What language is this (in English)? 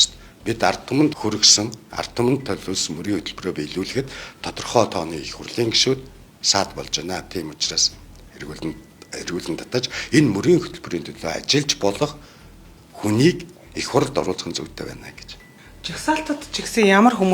Mongolian